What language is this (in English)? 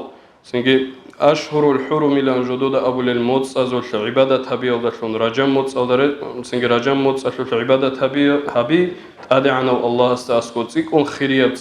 Avaric